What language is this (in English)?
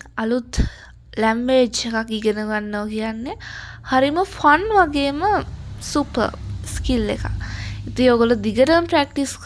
Sinhala